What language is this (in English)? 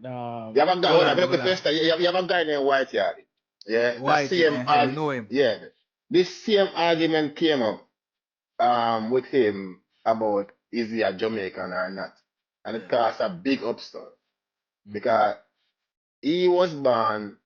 Jamaican Creole English